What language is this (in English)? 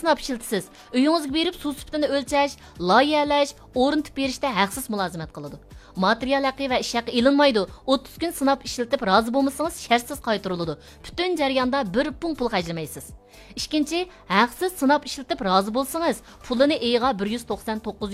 Uyghur